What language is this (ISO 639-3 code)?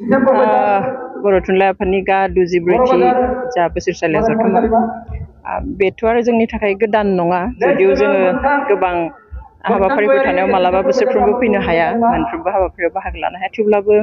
brx